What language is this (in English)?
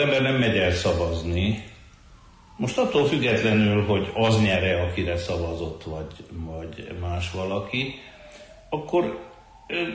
Hungarian